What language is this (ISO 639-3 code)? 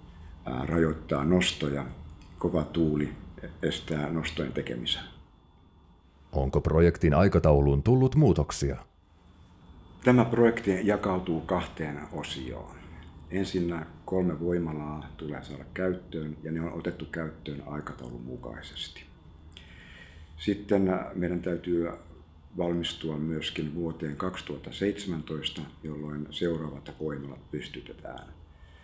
fin